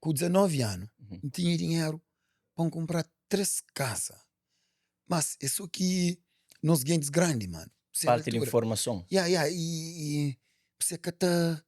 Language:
Kabuverdianu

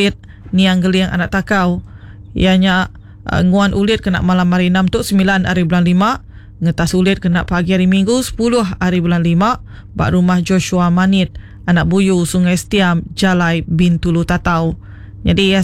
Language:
Iban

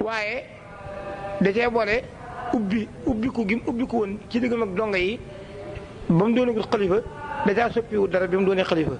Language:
Wolof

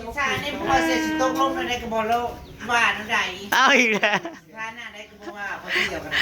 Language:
Northeastern Thai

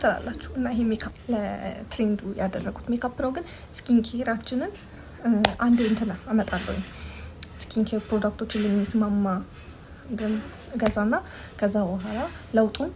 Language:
Amharic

